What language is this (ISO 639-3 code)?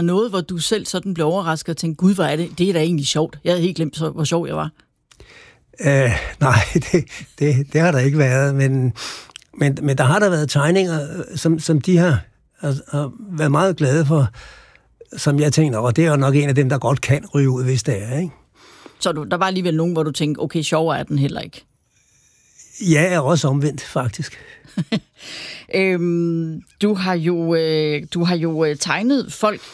dan